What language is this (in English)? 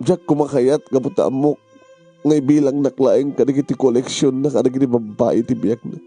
Iloko